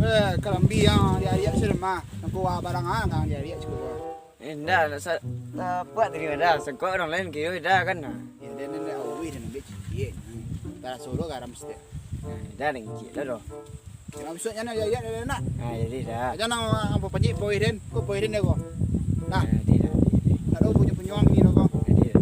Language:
Minangkabau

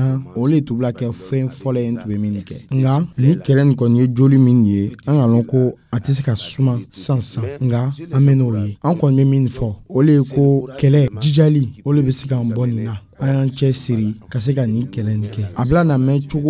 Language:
Dyula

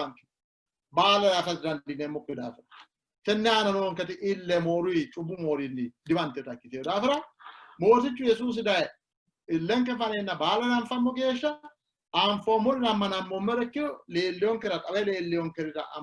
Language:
Sidamo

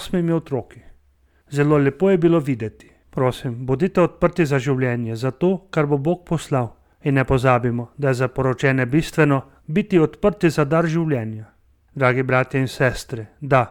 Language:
Slovenian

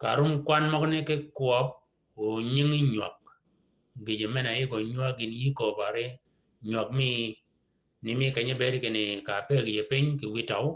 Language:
Shilluk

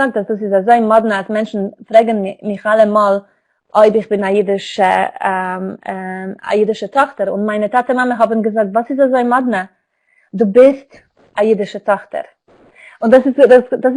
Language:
Yiddish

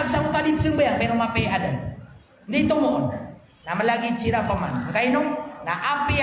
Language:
Maranao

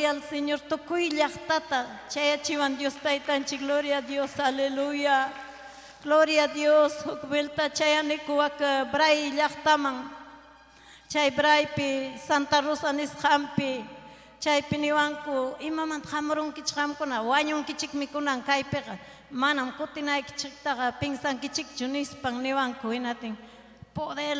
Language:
Ayacucho Quechua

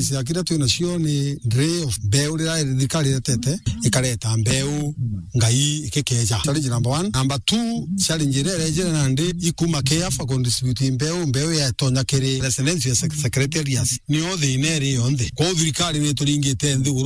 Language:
Meru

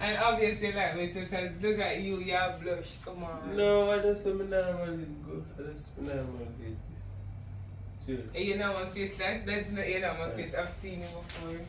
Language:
Jamaican Creole English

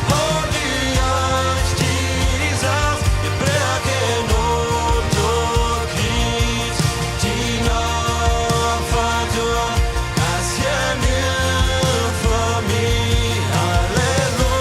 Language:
Plautdietsch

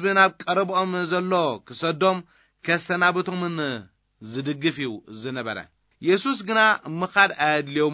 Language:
Tigrinya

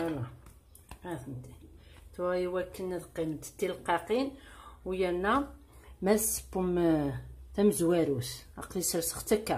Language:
Kabyle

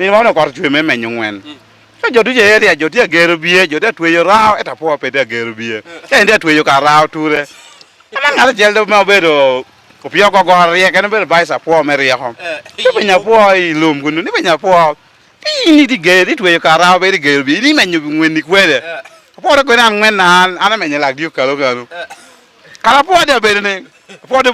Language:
Lango (Uganda)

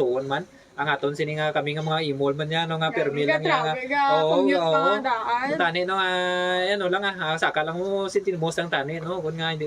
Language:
Hiligaynon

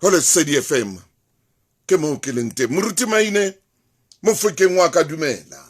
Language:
Southern Sotho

